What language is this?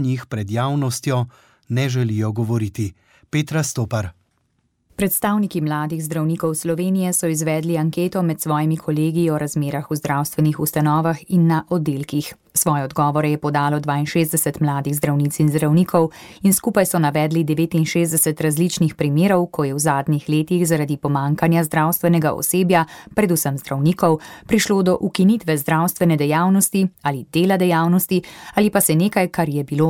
Slovenian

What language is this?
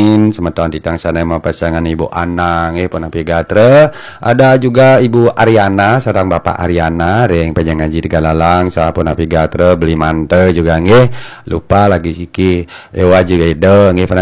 Balinese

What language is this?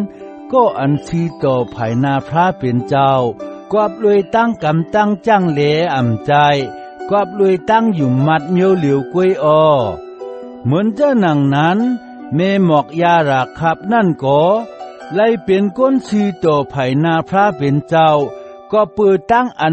Shan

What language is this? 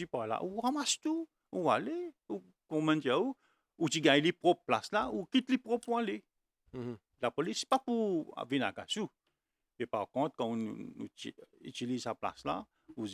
Morisyen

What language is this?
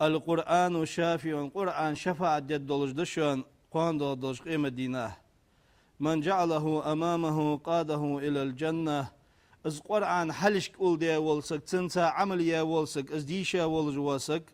Ingush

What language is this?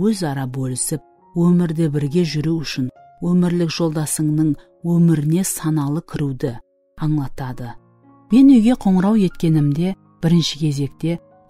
Kara-Kalpak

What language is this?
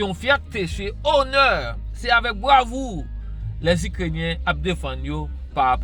Haitian Creole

